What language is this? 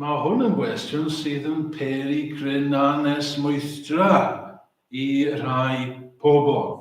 Welsh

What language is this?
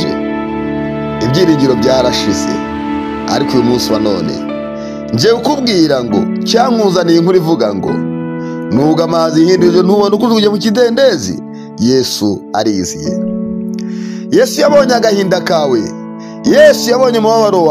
Kinyarwanda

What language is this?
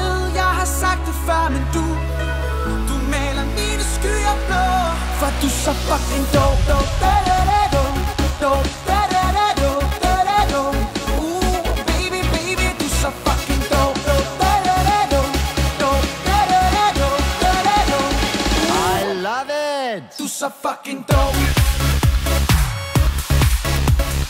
Danish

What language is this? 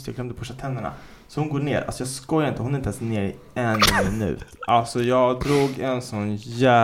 Swedish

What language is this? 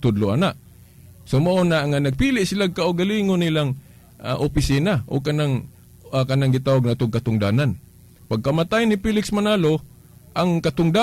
Cebuano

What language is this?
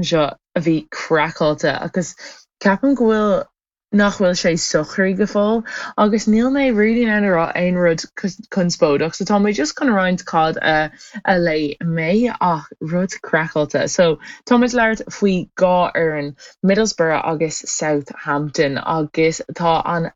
Irish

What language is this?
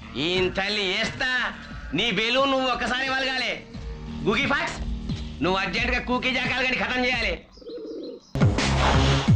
Telugu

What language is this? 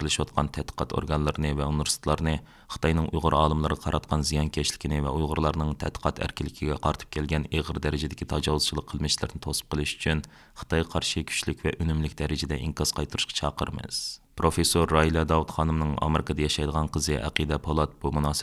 Uyghur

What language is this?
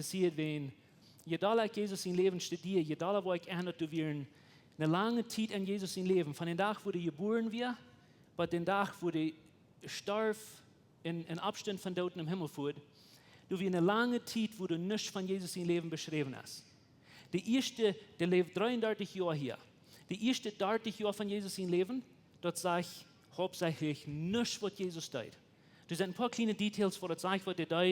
Plautdietsch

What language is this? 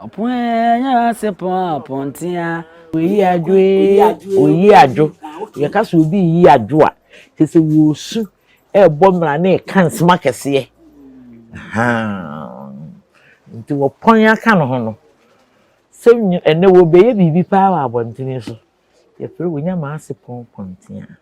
Akan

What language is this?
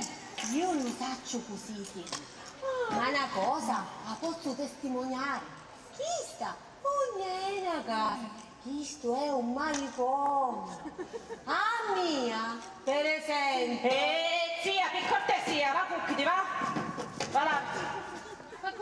Sicilian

